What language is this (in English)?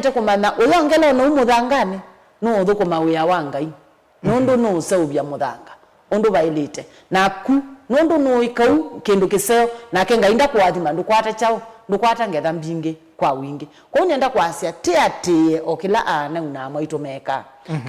Kamba